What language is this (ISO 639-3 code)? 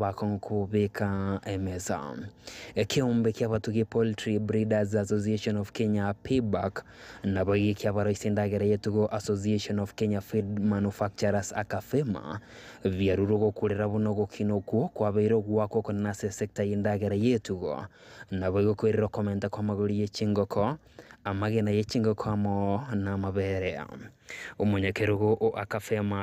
guz